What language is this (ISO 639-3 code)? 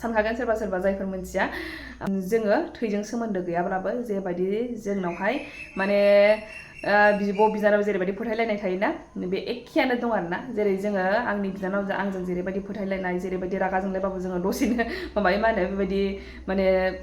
brx